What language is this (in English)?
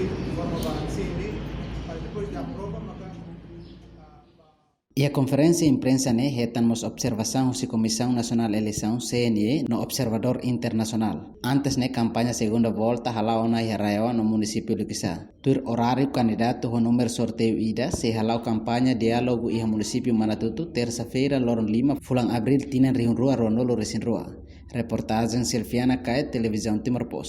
Tetum